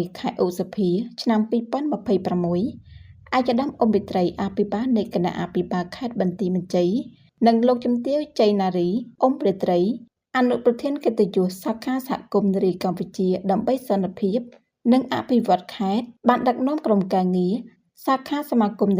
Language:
Khmer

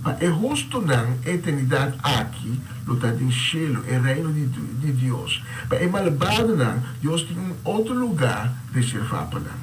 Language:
Papiamento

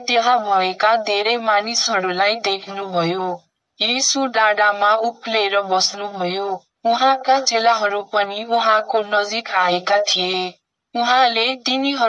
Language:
Nepali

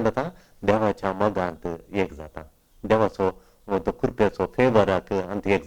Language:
Konkani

